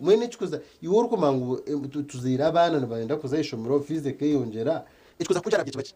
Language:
Nyankole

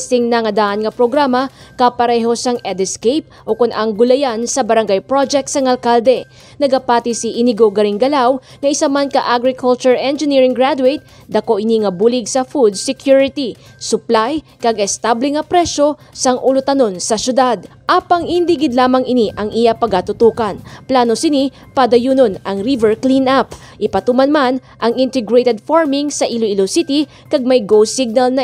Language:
Hiligaynon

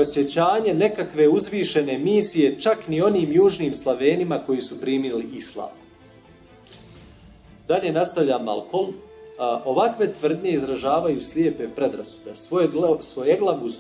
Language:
Bosnian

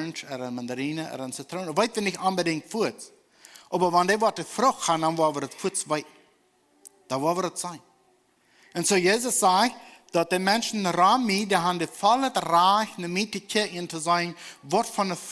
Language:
Plautdietsch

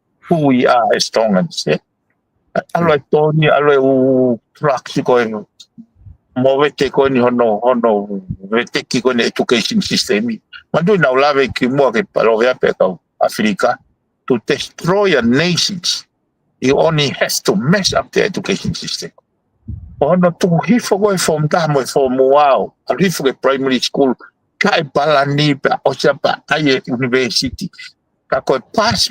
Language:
Tongan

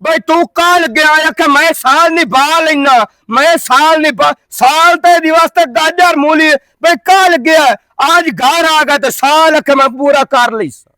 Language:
Western Panjabi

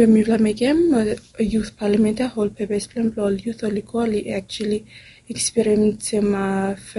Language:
Bislama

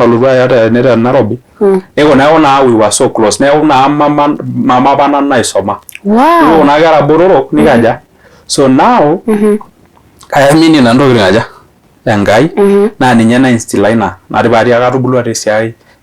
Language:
Masai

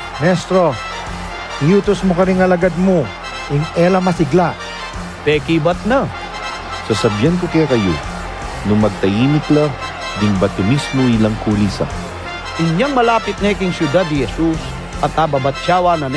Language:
Pampanga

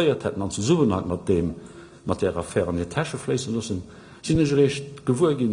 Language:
Luxembourgish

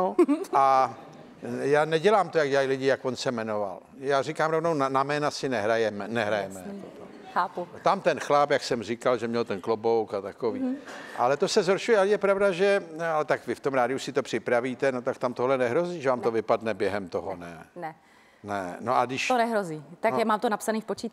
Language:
Czech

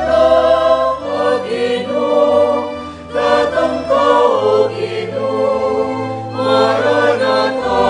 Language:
Pampanga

